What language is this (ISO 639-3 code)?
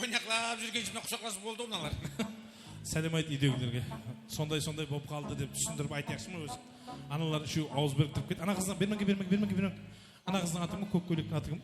kaa